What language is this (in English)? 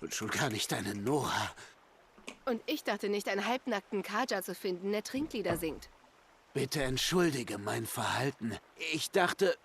Bavarian